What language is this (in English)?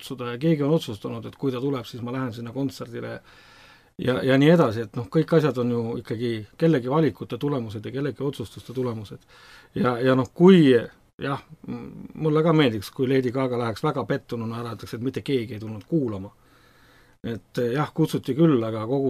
Estonian